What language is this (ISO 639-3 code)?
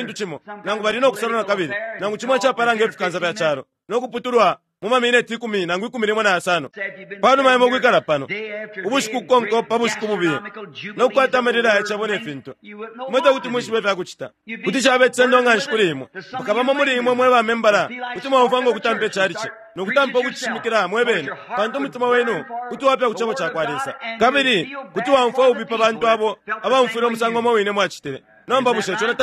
bem